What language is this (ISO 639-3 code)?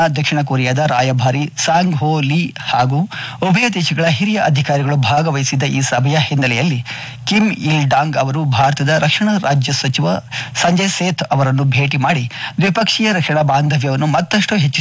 kan